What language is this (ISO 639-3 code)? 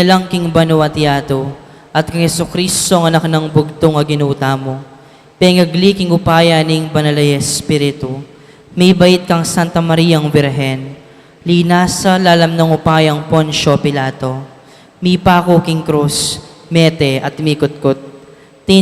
pam